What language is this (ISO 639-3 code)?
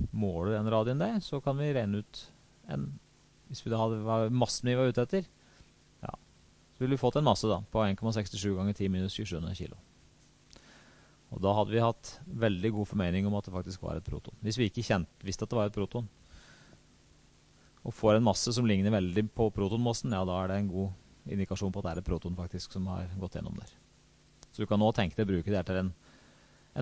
nor